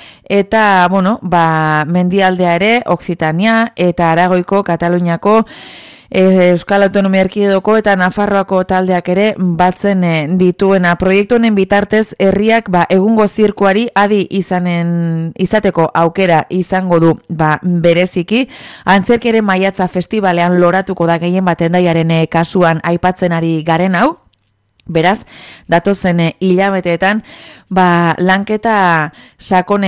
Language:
Basque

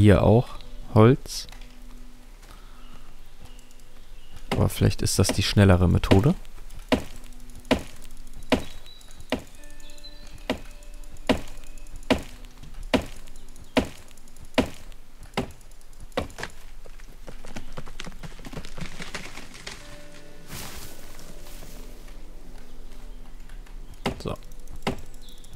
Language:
German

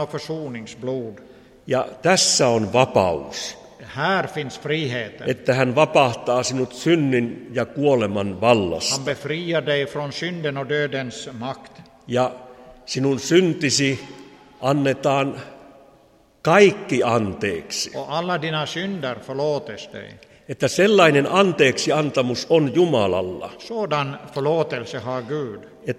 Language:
Finnish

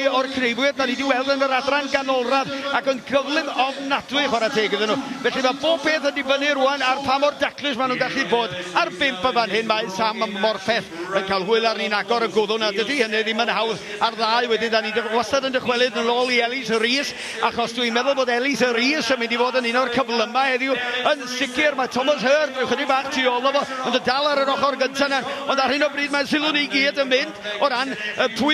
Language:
Welsh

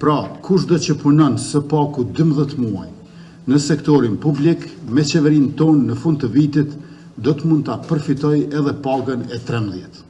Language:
Albanian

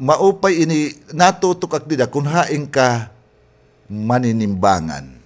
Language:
Waray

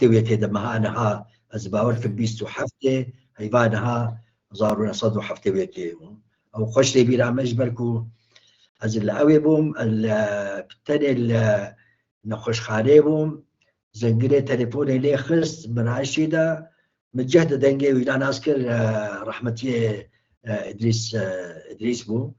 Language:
Kurdish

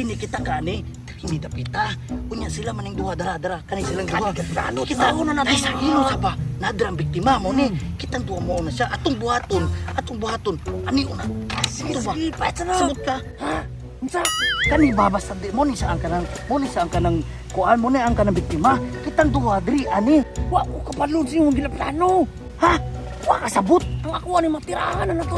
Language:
Cebuano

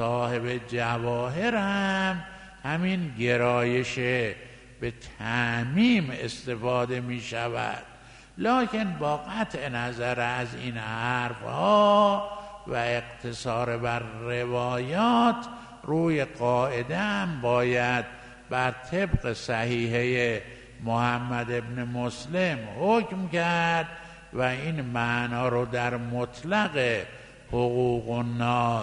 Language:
Persian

